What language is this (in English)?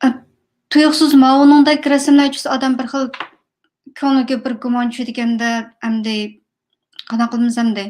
Uyghur